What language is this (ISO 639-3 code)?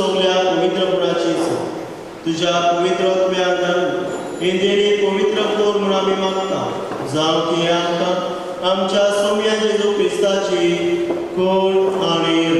kok